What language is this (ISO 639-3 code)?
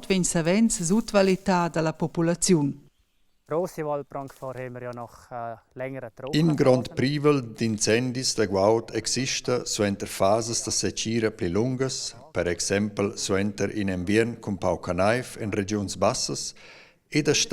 roh